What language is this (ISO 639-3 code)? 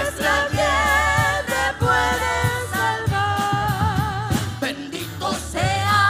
quh